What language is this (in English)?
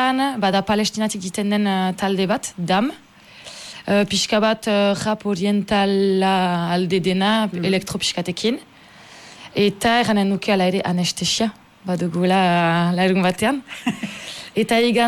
Basque